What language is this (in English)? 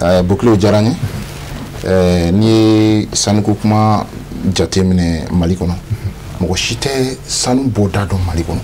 Bambara